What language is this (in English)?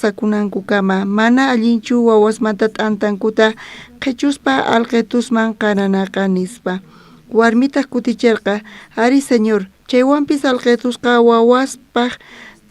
South Bolivian Quechua